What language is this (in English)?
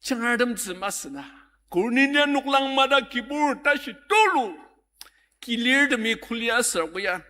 Ao Naga